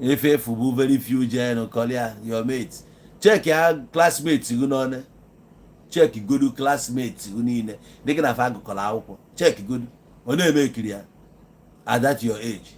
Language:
Igbo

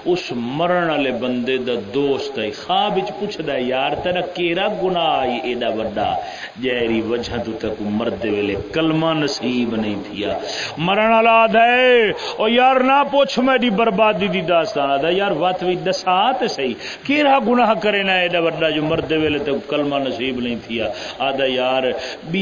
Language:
Saraiki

